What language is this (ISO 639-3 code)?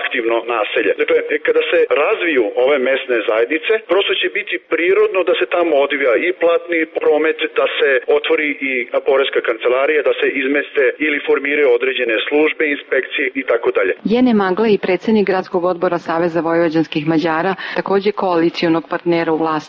srp